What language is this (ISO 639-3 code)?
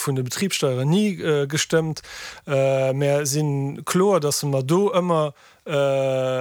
ltz